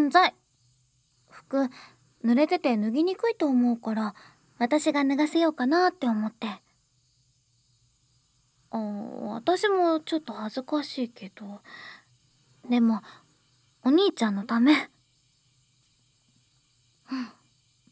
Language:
Japanese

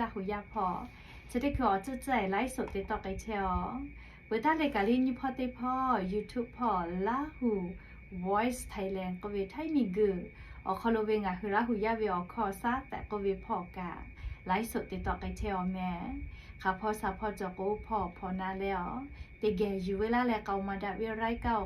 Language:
Lahu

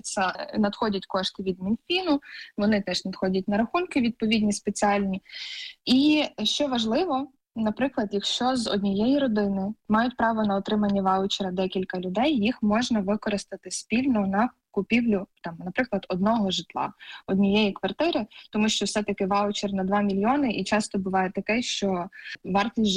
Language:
Ukrainian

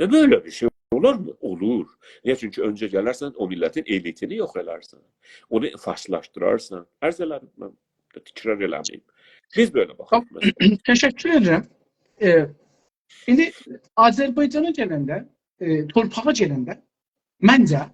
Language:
South Azerbaijani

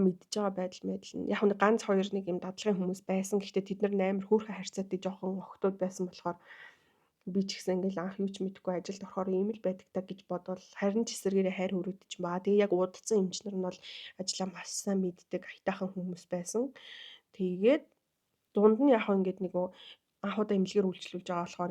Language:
Mongolian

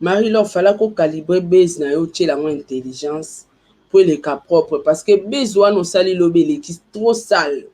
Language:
Lingala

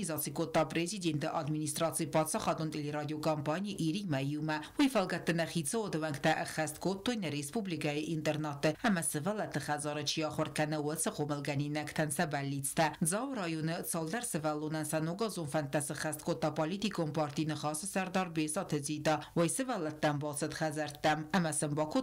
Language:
Ossetic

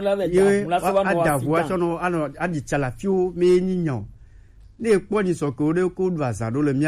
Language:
Gen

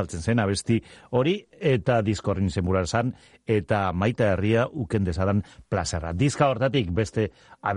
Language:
Basque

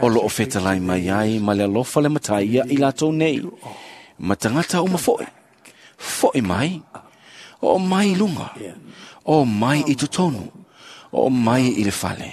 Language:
Samoan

